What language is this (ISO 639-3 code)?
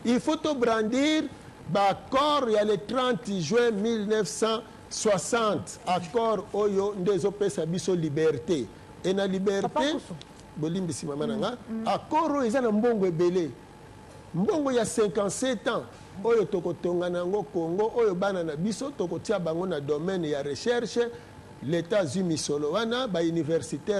lin